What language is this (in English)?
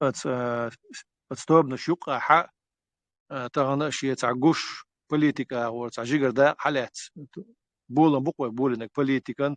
Chechen